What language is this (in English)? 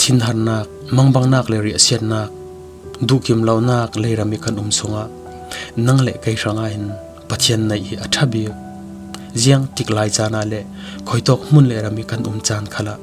Falam Chin